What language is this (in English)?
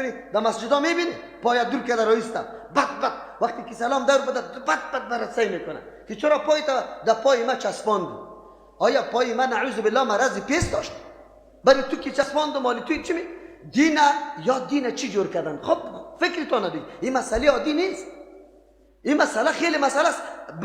Persian